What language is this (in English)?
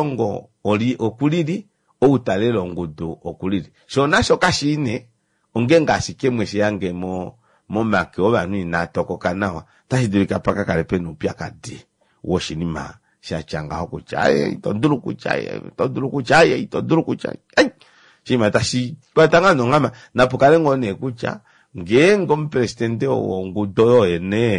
Kuanyama